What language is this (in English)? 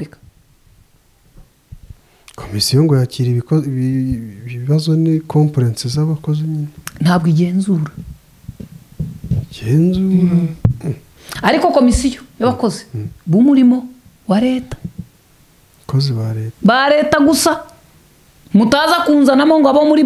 Kinyarwanda